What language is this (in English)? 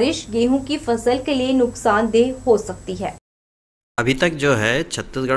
Hindi